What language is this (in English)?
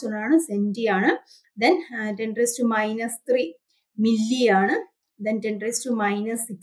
Malayalam